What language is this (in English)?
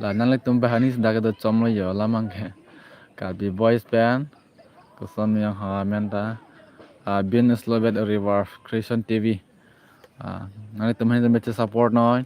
Karbi